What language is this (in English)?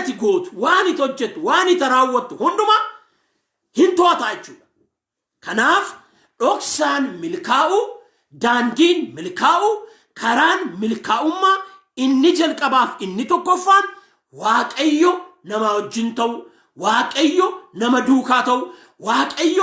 Oromo